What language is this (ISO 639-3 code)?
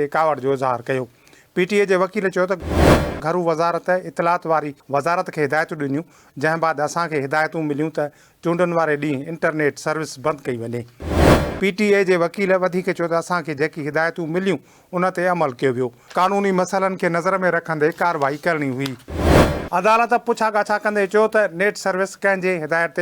snd